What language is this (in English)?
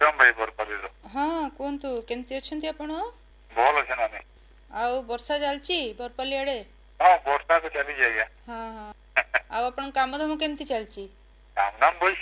Odia